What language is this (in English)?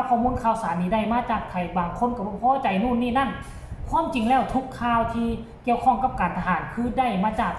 Lao